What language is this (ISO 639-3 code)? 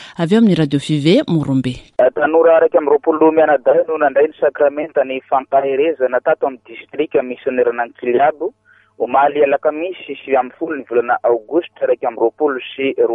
mlg